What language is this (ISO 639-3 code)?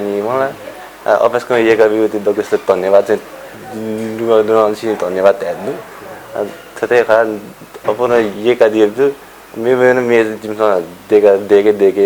new